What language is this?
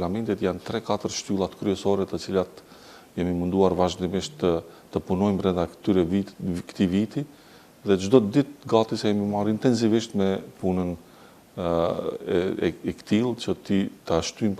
Albanian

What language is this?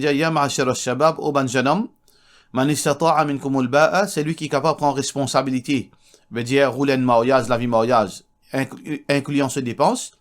Morisyen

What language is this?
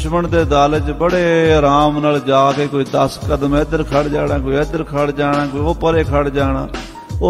Punjabi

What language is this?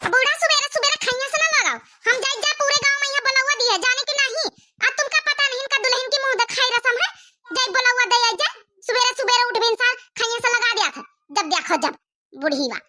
Awadhi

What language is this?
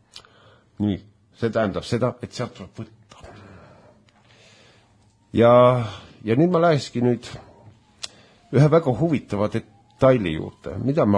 Estonian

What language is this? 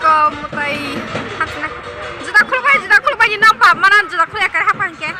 Kok Borok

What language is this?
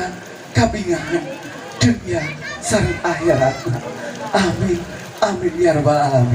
Sundanese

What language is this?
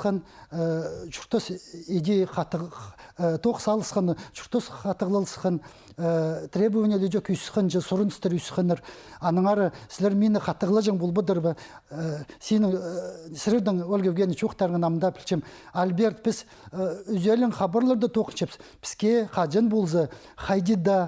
Khakas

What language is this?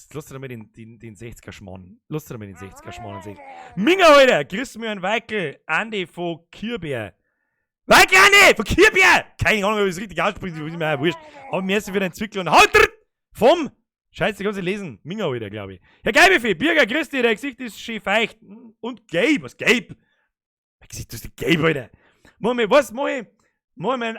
Bavarian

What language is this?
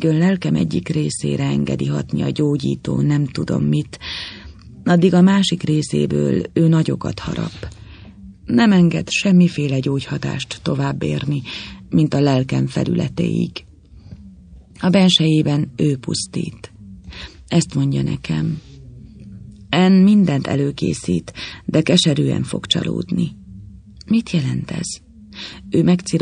Hungarian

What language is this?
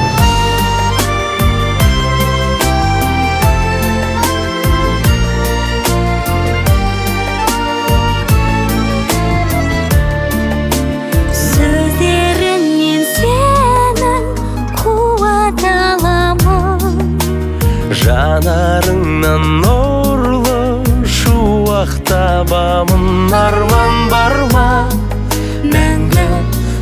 Kazakh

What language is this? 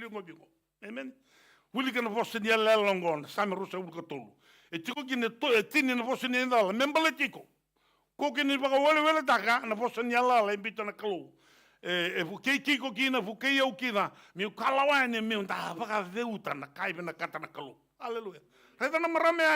Fijian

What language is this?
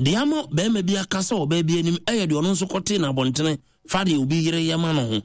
Akan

